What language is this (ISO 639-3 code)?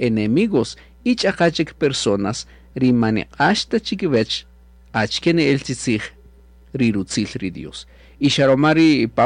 cak